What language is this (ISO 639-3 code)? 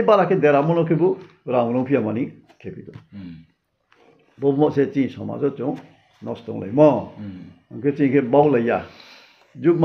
ria